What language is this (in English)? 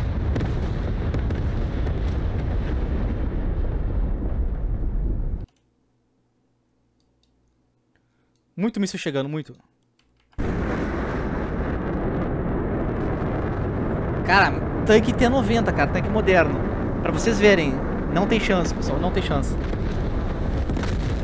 Portuguese